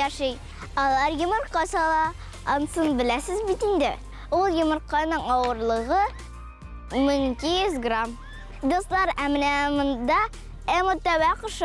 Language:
Tatar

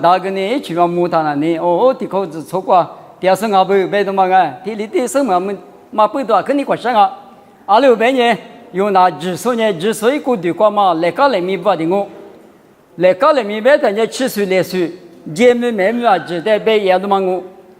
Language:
Lisu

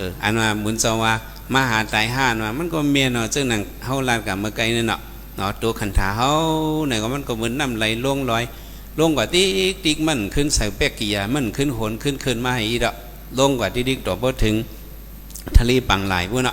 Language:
Shan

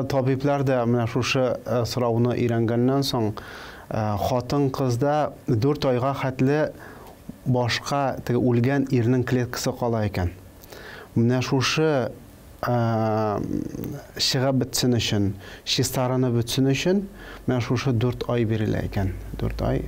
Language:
Tatar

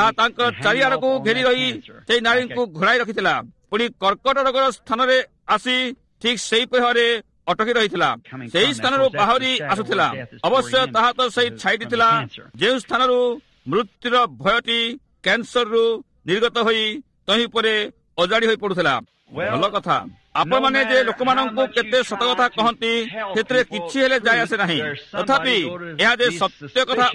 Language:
Odia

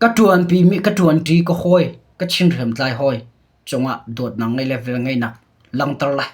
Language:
Hakha Chin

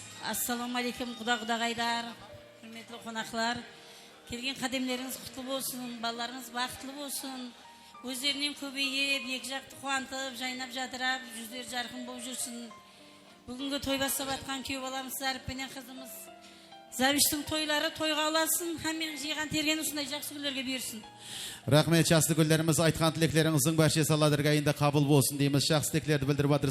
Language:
Kara-Kalpak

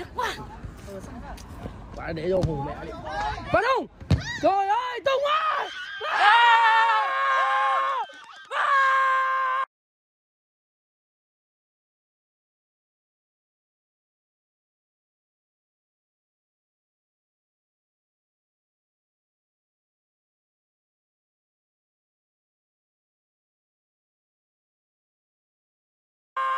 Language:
Vietnamese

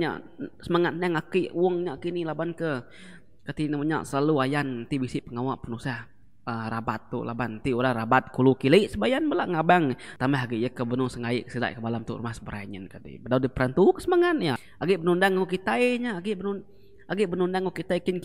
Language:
Iban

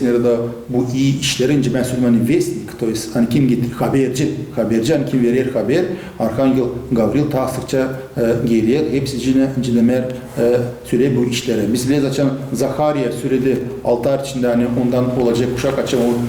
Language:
Gagauz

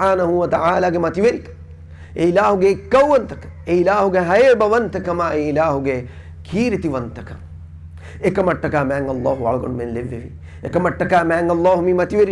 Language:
Divehi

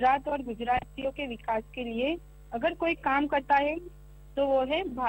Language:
Hindi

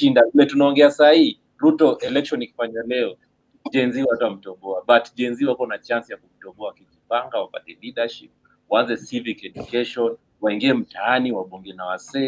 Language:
Swahili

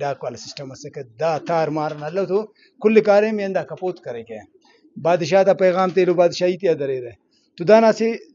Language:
Brahui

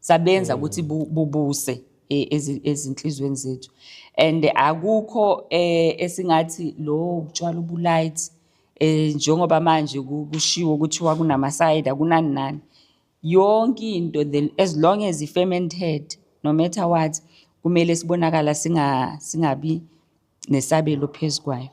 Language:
Zulu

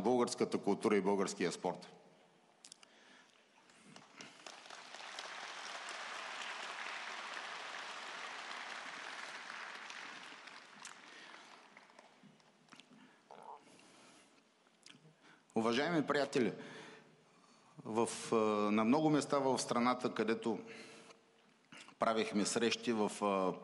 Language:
Bulgarian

